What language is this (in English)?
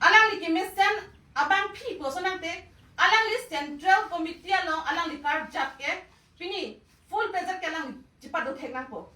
Karbi